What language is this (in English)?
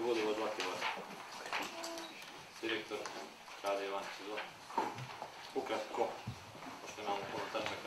Serbian